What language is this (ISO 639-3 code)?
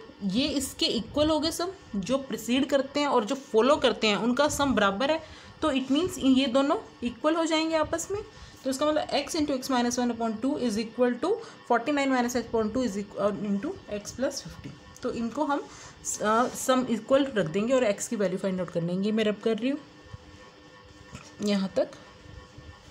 hin